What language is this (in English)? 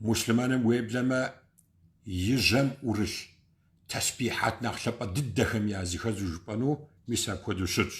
Kabardian